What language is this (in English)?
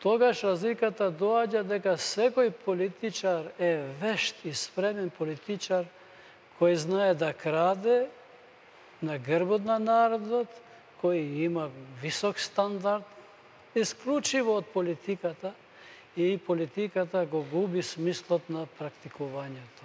Macedonian